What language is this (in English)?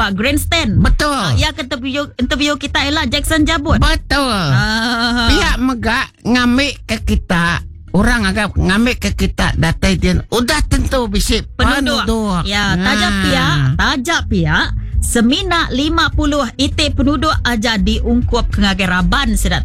Iban